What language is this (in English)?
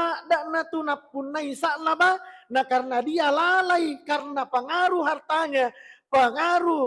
Buginese